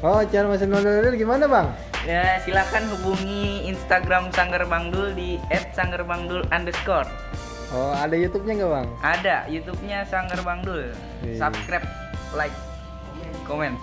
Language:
Betawi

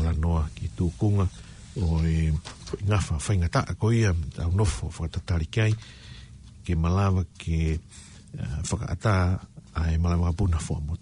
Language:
Tongan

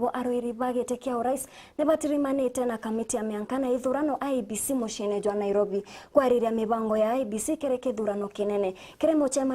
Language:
Meru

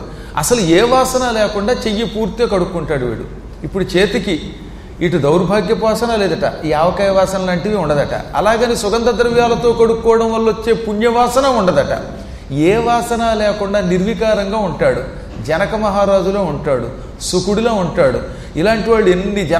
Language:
Telugu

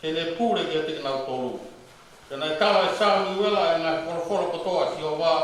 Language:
Tongan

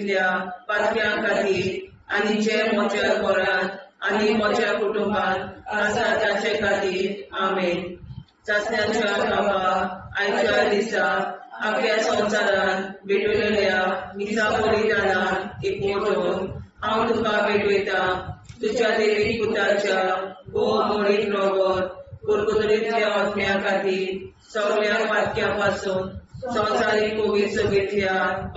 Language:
Konkani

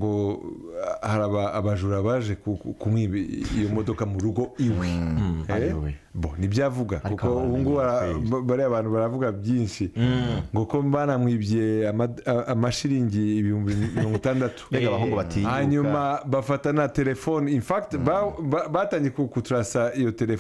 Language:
Kinyarwanda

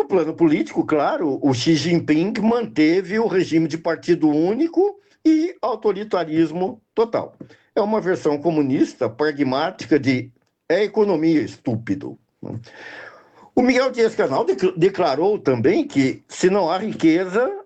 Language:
Portuguese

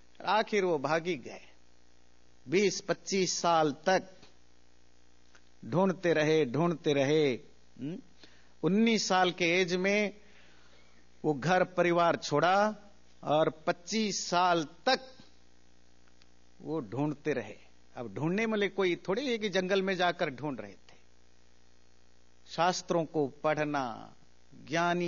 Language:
Hindi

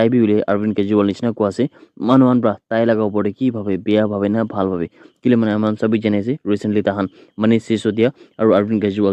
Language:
Naga Pidgin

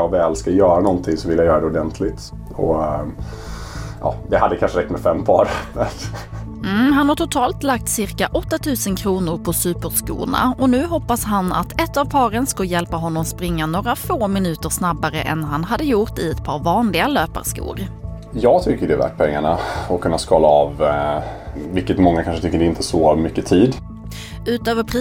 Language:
Swedish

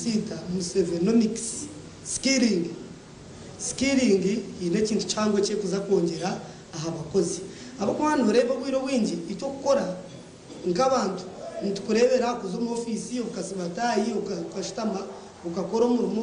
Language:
Nyankole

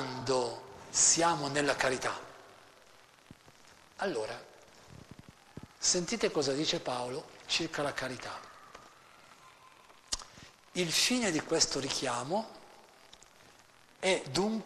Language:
Italian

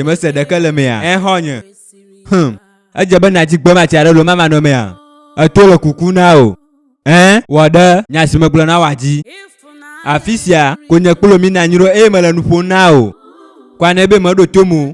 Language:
Ewe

